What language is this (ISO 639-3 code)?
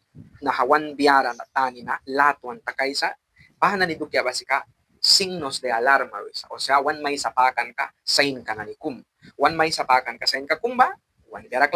miq